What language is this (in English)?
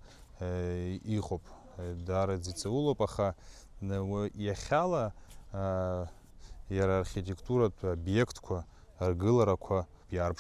Abkhazian